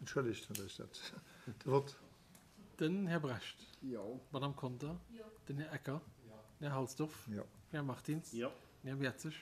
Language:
Luxembourgish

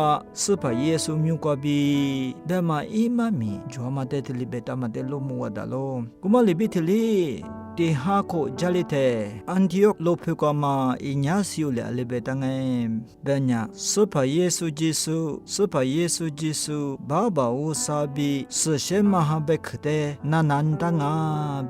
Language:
Lisu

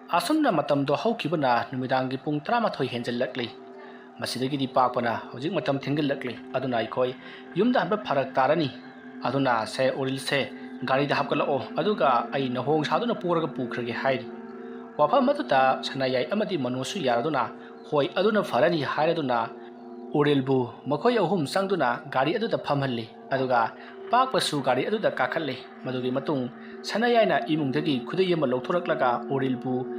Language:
Manipuri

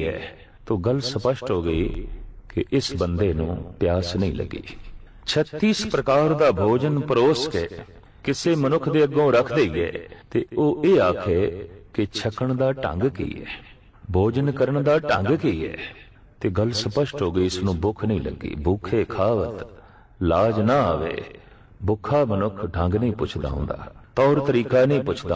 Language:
Punjabi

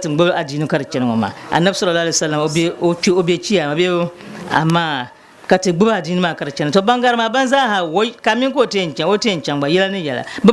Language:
Dagbani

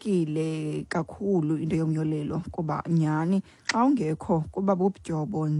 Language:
Xhosa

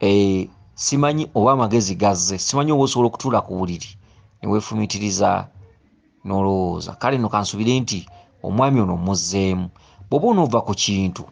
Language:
Ganda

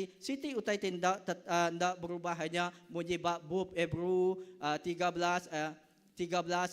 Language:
Iban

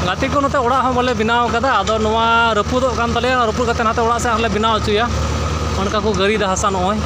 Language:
Santali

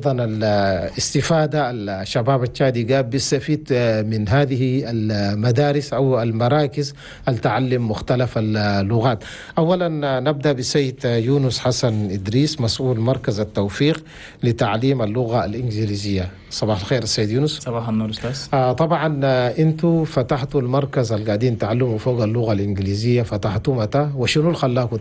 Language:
Chadian Arabic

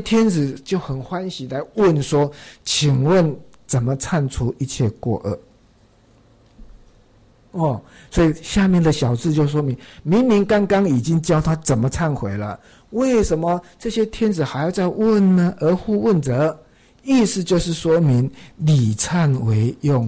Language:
Chinese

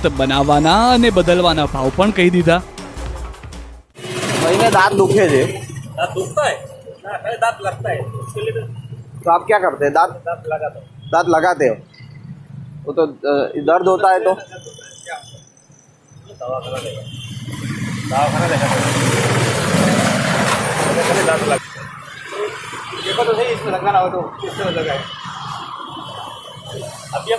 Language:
Gujarati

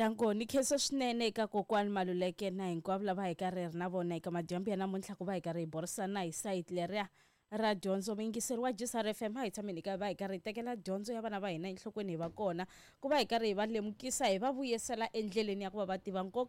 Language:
Tsonga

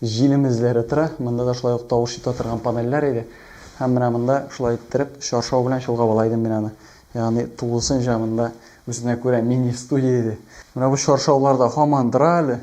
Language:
Tatar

